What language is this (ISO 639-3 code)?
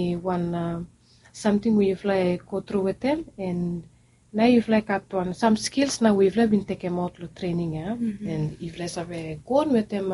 bis